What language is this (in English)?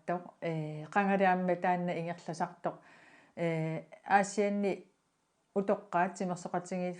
Kalaallisut